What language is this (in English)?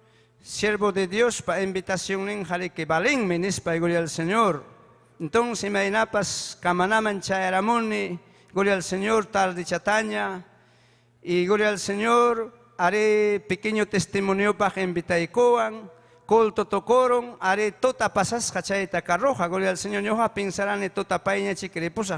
Ayacucho Quechua